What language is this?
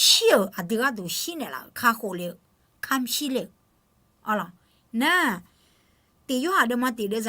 Akha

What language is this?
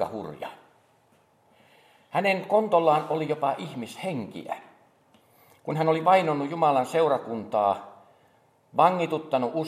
Finnish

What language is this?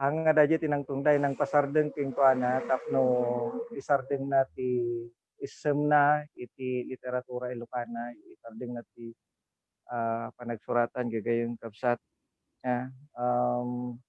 Iloko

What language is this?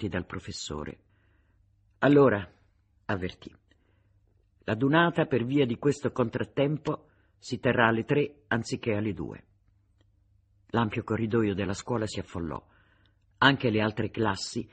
Italian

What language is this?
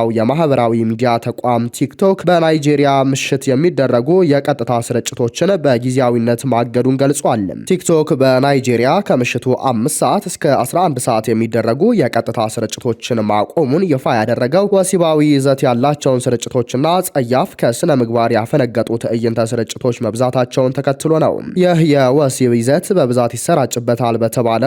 Amharic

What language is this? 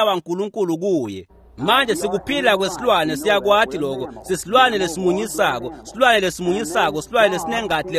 Swati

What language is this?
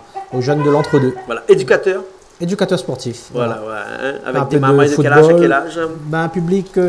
Réunion Creole French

